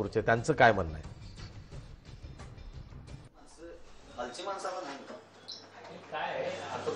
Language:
Marathi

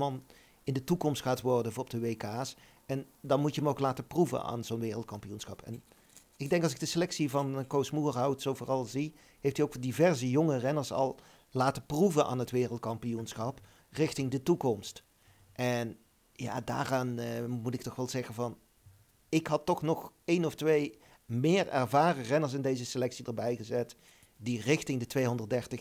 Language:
Dutch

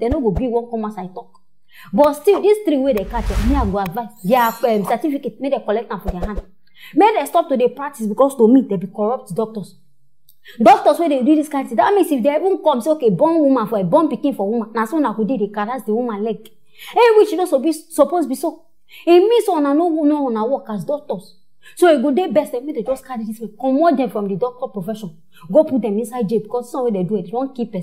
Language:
Nigerian Pidgin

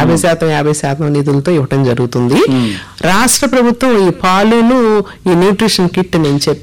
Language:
Telugu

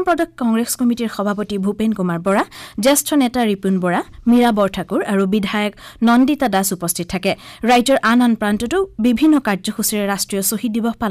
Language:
Assamese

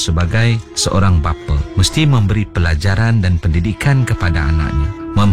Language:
Malay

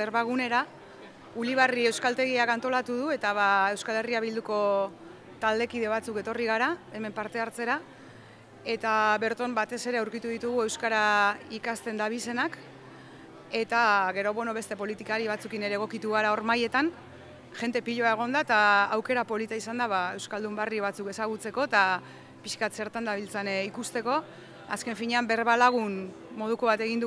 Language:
Basque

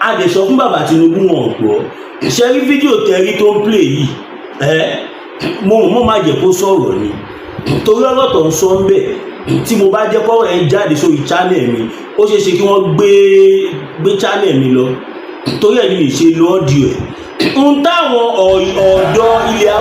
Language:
Yoruba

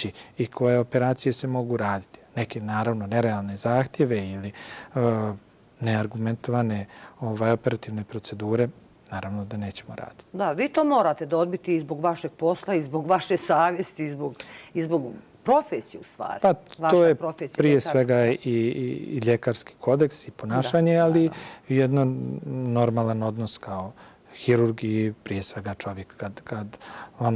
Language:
Bosnian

